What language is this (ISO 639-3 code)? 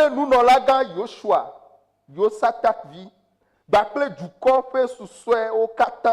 ewe